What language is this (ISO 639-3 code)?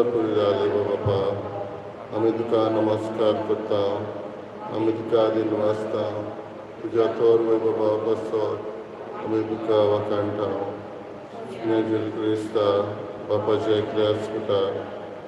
kok